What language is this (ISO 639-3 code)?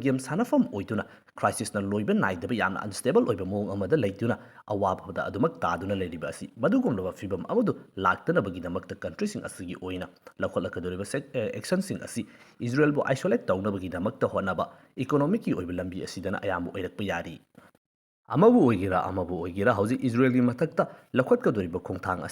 mni